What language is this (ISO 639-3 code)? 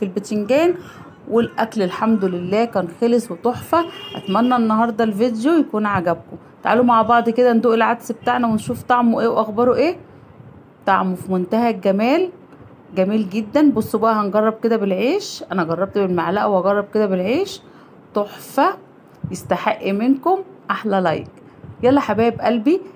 arz